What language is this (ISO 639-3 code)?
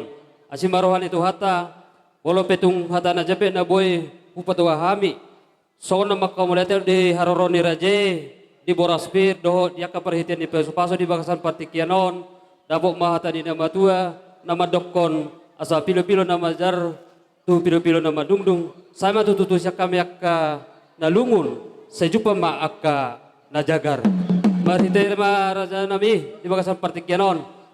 bbc